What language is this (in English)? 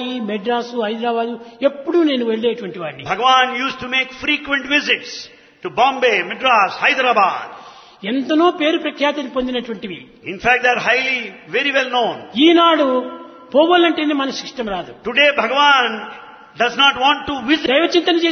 Telugu